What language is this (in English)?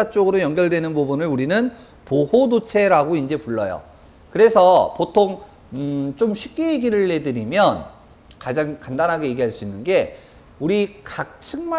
Korean